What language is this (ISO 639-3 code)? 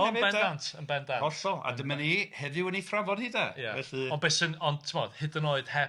cym